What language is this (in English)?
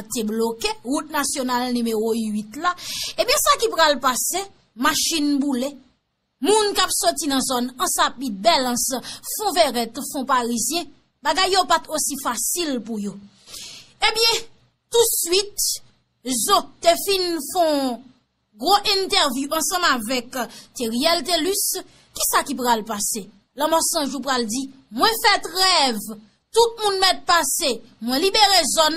Haitian Creole